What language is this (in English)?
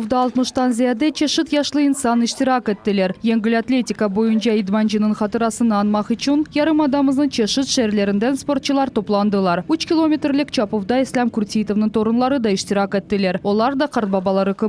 Crimean Tatar